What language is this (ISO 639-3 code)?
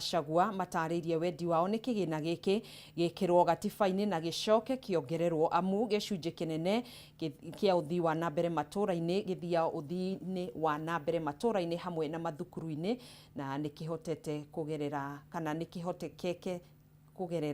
kik